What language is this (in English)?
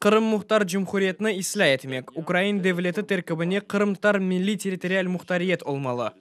Crimean Tatar